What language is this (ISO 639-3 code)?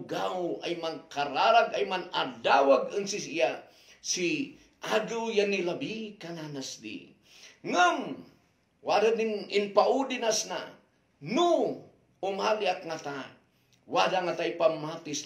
kne